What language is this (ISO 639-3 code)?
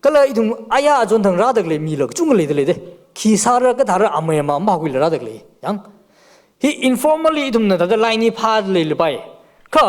nmf